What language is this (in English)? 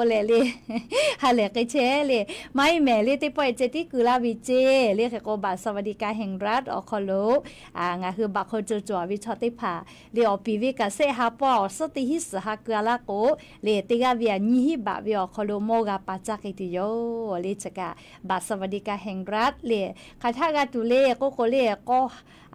Lahu